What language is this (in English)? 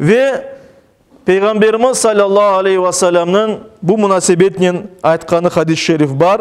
Crimean Tatar